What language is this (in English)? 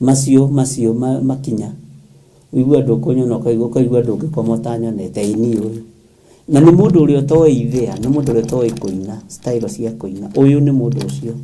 Kikuyu